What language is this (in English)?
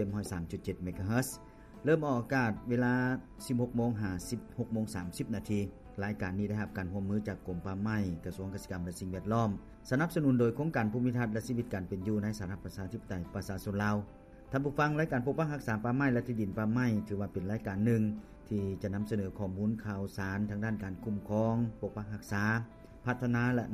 Lao